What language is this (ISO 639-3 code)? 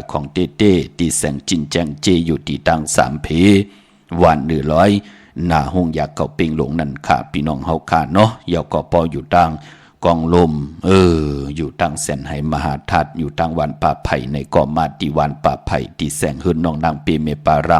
shn